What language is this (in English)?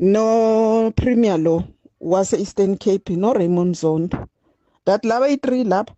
Zulu